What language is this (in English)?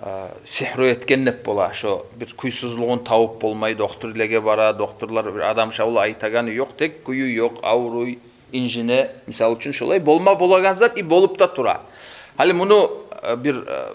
Kumyk